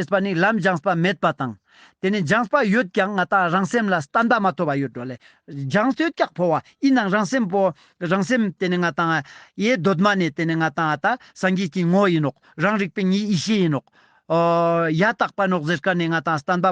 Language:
Ladakhi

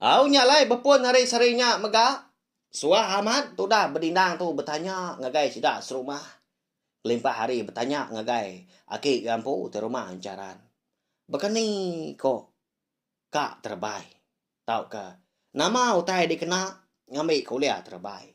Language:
Iban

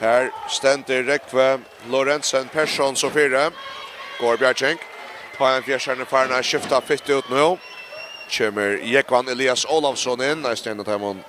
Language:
Faroese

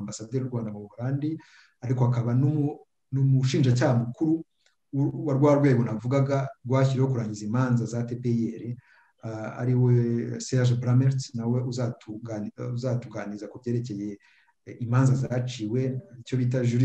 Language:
Kinyarwanda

